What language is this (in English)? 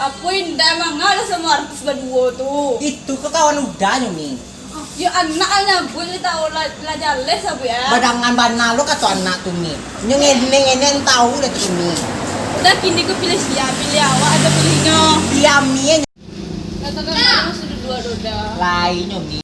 Minangkabau